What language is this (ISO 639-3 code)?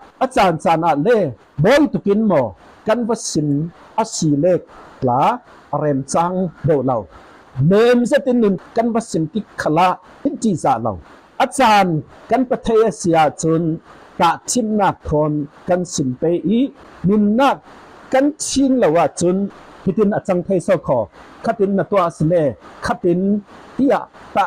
cfm